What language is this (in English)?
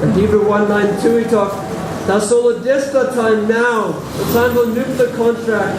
Tok Pisin